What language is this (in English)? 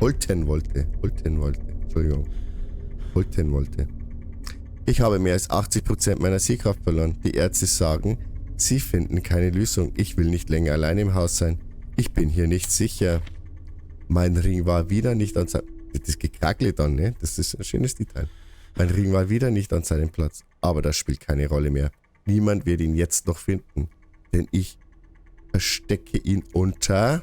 Bavarian